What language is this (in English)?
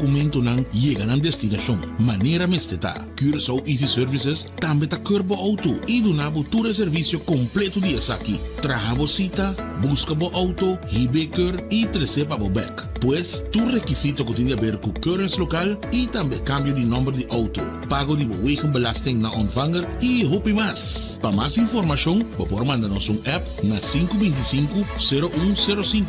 Papiamento